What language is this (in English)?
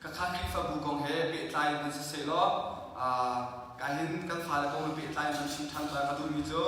Hakha Chin